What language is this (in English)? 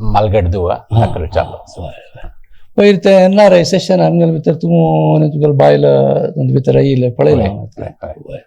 Konkani